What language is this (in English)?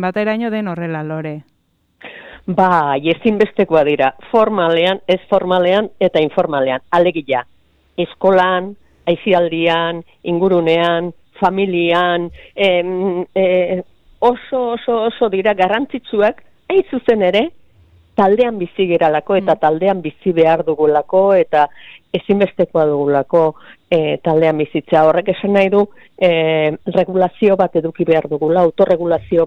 Basque